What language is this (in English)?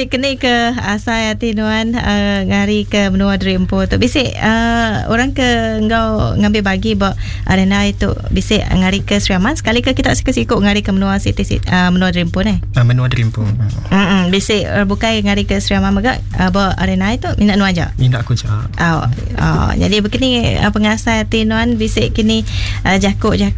Iban